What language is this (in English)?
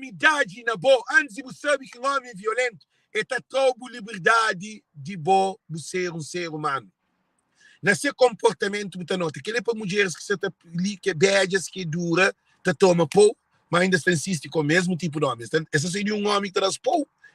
Kabuverdianu